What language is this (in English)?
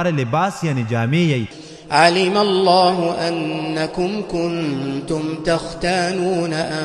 Pashto